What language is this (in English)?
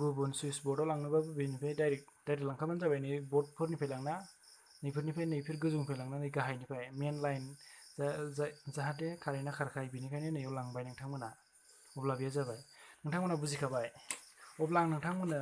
Bodo